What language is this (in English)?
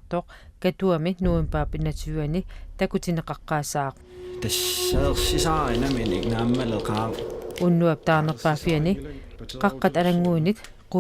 Kalaallisut